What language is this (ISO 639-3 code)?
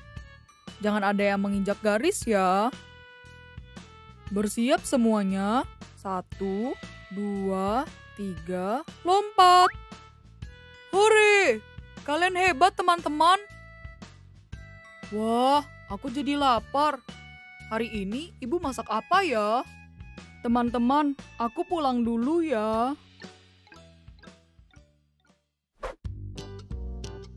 ind